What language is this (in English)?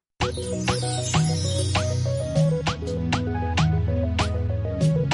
Kinyarwanda